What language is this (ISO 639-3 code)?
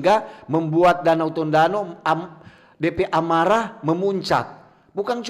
xmm